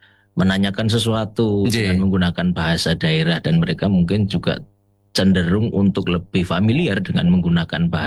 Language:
Indonesian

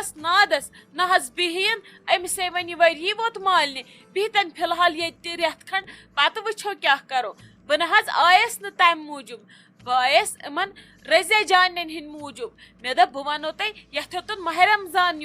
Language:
Kashmiri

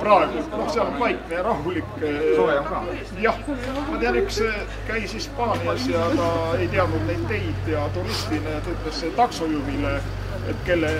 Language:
Estonian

